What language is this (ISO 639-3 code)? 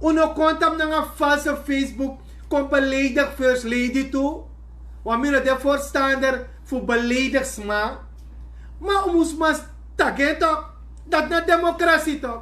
srn